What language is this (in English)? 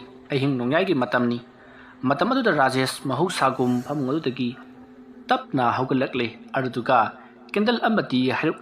Manipuri